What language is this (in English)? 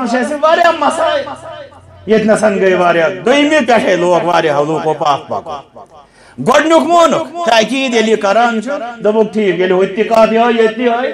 Kashmiri